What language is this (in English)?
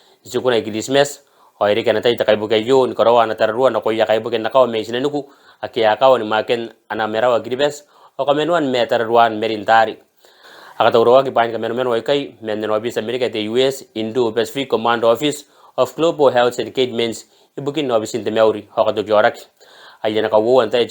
Gilbertese